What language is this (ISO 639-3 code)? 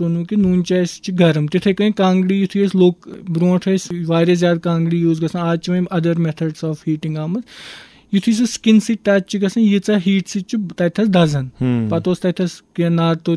kas